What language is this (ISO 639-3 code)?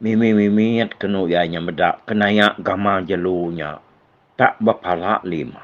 iba